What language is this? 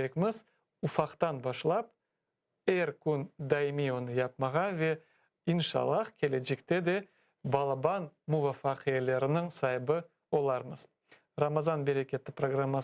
Crimean Tatar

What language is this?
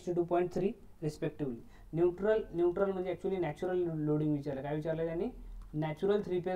Marathi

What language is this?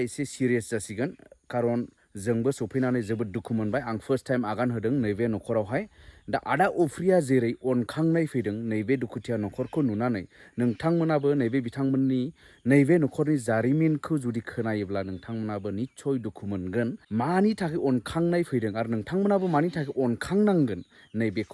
Bodo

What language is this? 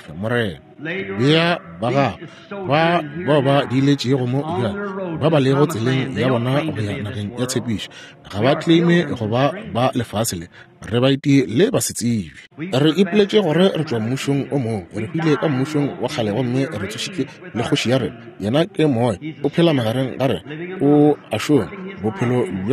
Northern Sotho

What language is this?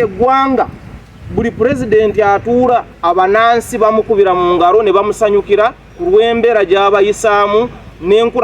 Ganda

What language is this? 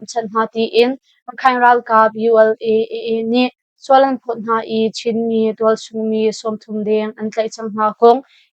Hakha Chin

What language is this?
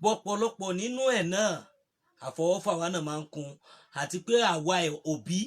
Yoruba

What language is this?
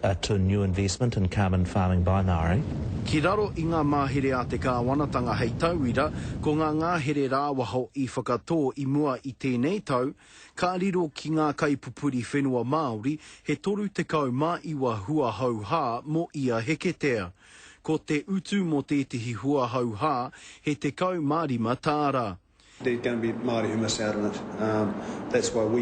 Māori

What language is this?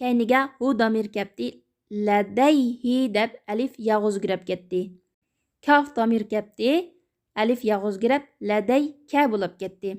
Uyghur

